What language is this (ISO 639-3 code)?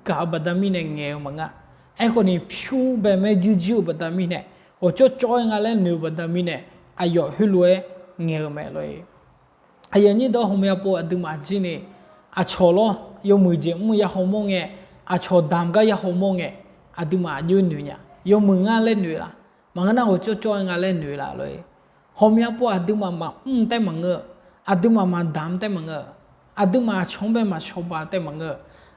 ahk